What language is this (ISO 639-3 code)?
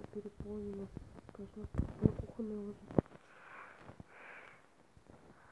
rus